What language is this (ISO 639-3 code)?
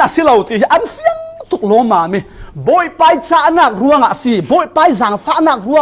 cfm